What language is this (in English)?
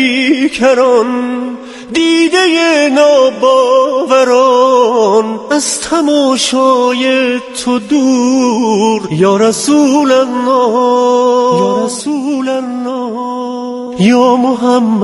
Persian